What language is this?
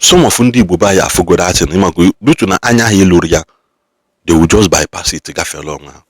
Igbo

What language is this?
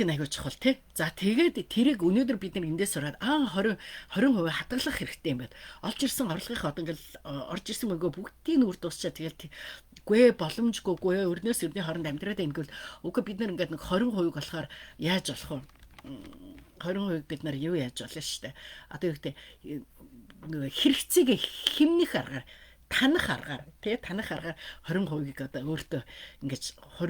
Mongolian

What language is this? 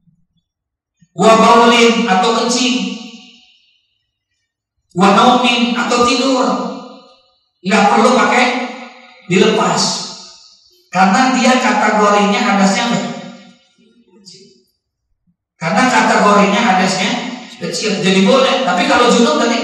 Indonesian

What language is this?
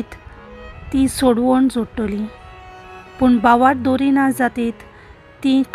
Konkani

